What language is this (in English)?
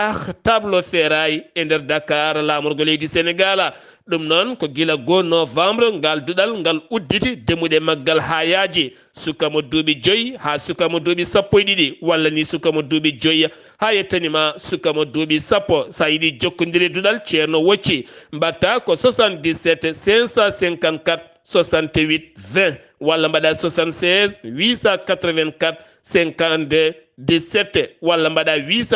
Fula